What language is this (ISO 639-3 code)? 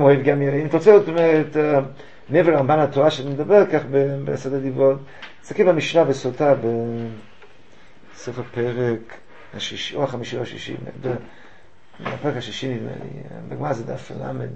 heb